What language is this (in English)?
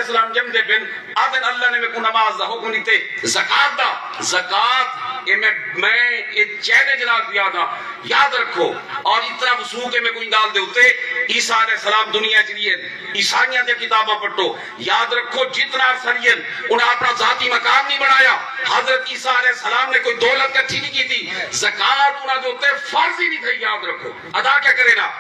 Saraiki